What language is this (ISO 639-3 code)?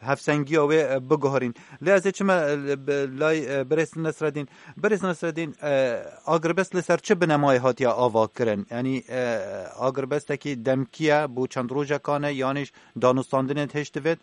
kur